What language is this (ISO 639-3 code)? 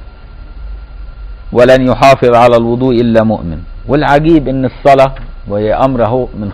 ara